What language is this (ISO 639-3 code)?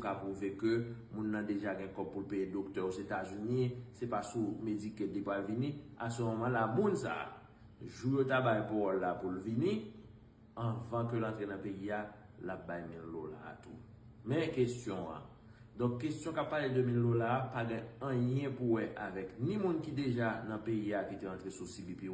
hat